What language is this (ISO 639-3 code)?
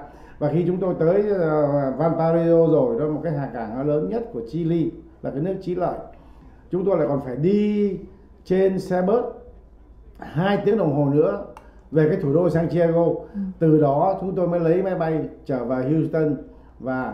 vie